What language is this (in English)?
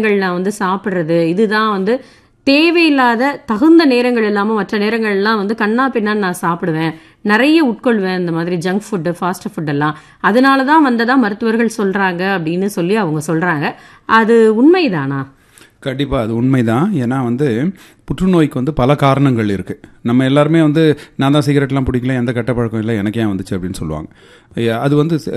Tamil